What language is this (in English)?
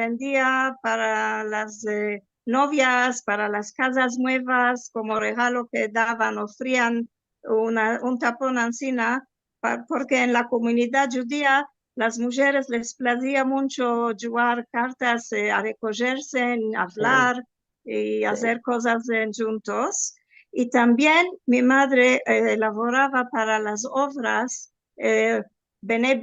Ladino